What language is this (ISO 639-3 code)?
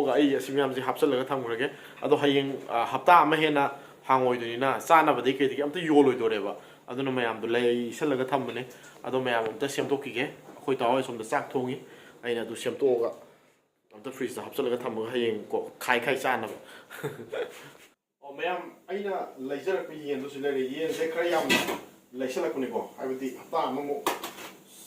mni